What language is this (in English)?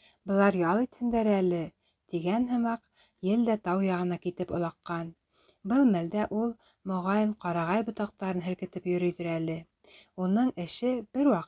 Bashkir